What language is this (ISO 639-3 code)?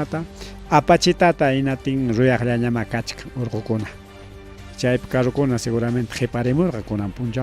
quy